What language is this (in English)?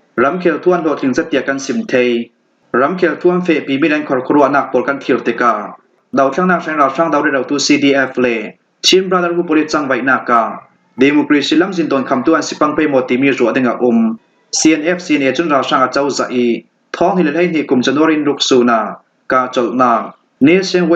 Falam Chin